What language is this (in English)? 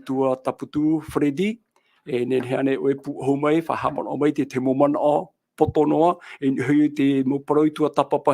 Tahitian